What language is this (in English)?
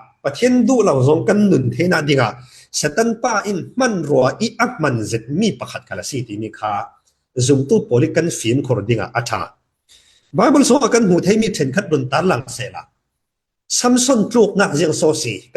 Falam Chin